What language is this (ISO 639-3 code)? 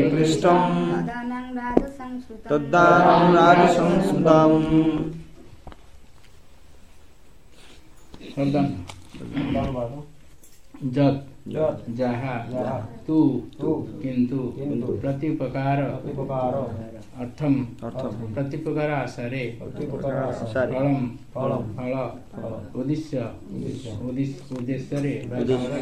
ori